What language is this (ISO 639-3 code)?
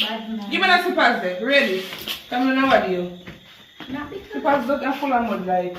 jam